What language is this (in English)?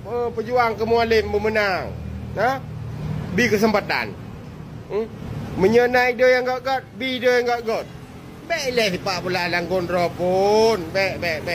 Achinese